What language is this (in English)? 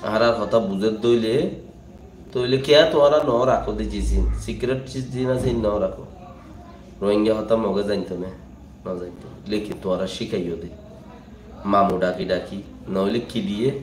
Rohingya